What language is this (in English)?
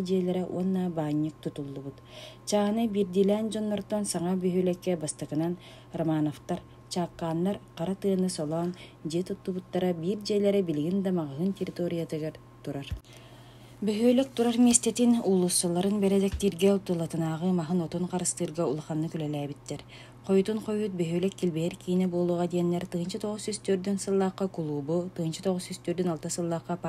Yakut